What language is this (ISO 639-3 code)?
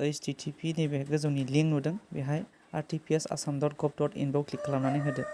brx